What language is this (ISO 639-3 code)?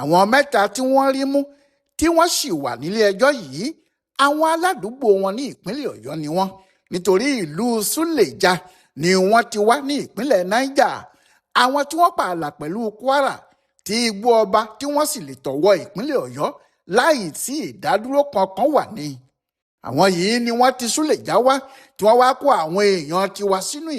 yor